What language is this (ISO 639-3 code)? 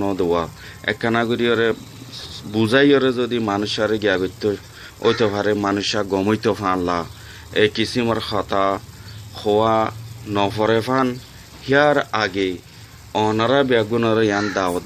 rhg